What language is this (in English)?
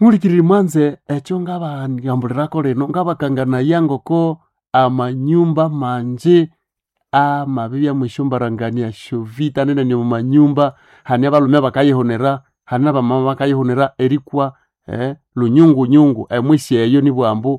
Nande